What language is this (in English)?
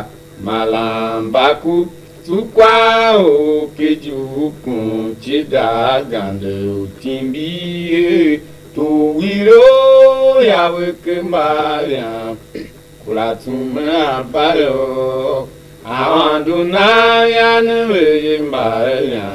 Tiv